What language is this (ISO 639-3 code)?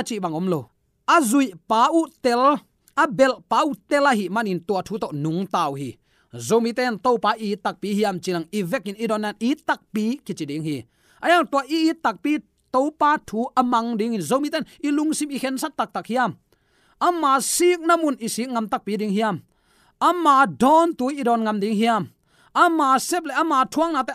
ctd